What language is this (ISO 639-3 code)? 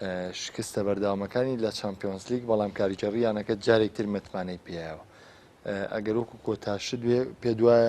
ckb